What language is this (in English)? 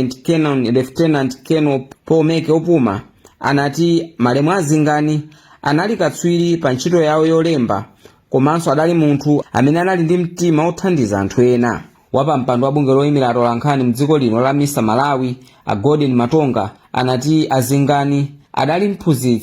Nyanja